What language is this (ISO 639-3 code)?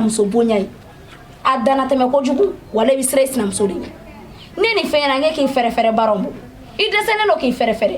bam